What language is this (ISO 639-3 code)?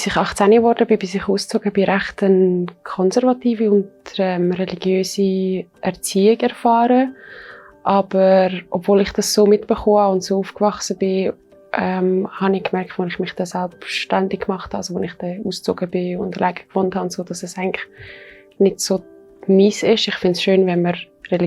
gsw